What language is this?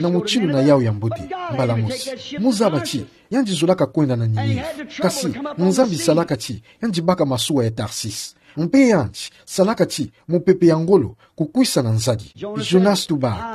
Kituba (Democratic Republic of Congo)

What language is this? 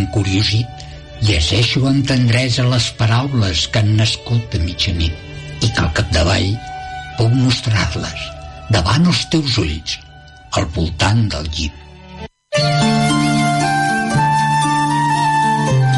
Catalan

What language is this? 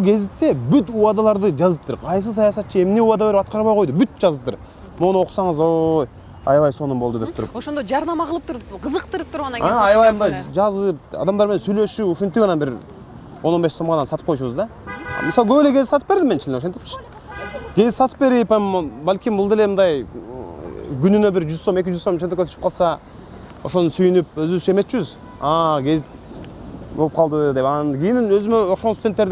Kyrgyz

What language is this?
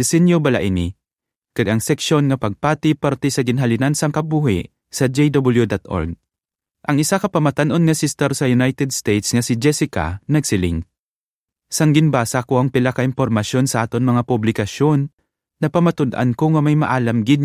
Hiligaynon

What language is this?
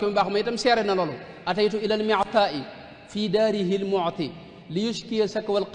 Wolof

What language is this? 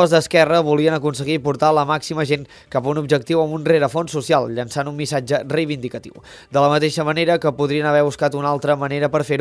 Catalan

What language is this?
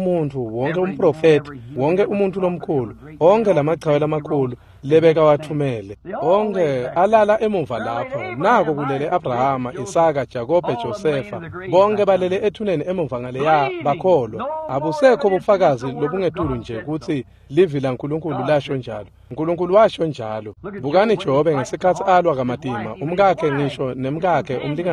Swati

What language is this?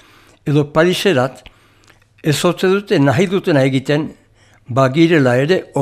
Basque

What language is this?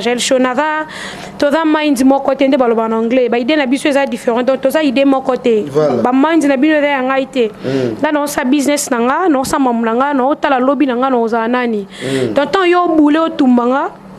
Lingala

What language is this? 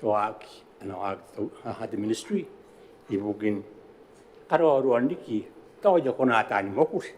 Gilbertese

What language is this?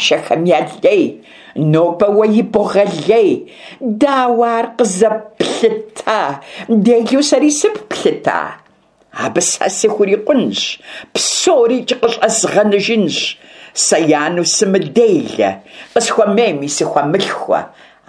Kabardian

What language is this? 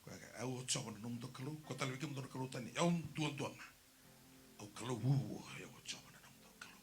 Fijian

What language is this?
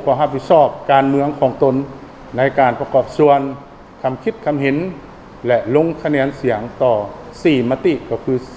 Lao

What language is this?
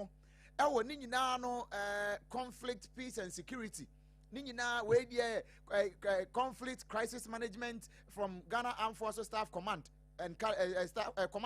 Akan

